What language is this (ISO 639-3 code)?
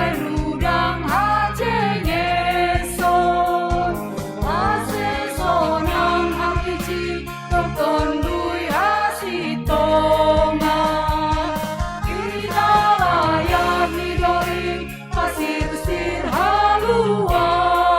bts